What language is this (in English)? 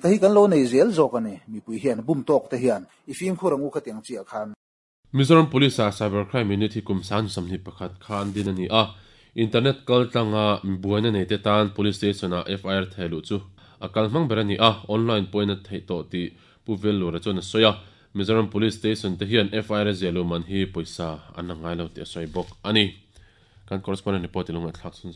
Mizo